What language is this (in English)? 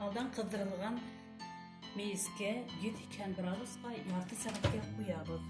Bashkir